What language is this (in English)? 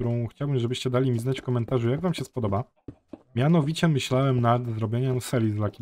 Polish